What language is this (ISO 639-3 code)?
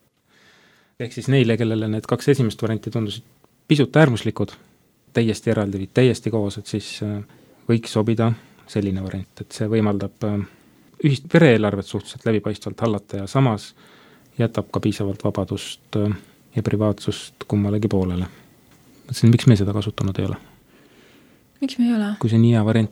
est